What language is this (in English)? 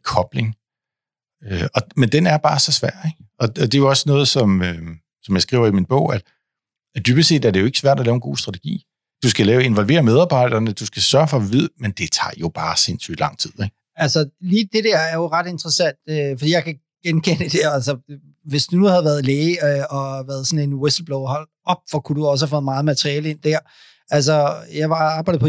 Danish